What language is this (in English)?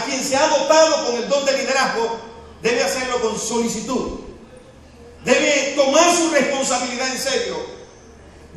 Spanish